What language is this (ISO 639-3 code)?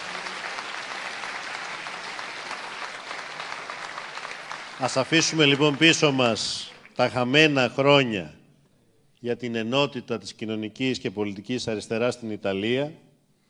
ell